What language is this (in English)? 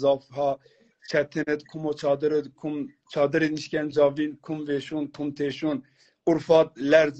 Zaza